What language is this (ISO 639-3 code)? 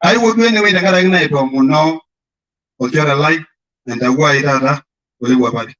mas